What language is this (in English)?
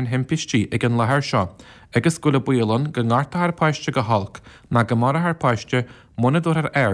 Irish